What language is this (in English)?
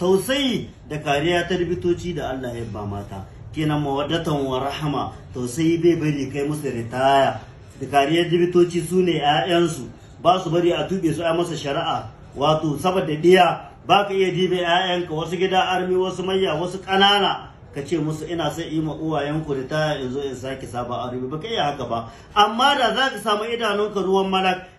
Hausa